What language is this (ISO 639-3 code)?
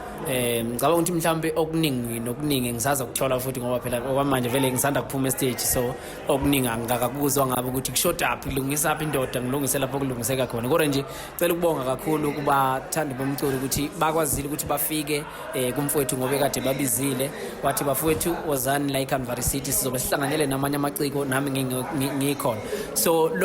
zul